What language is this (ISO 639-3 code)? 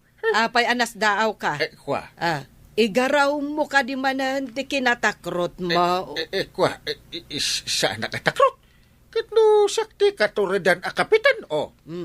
ilo